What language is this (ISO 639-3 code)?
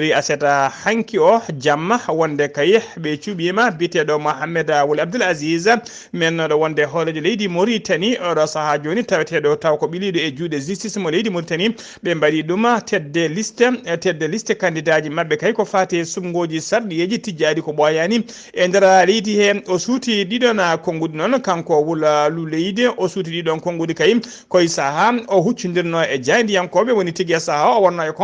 ful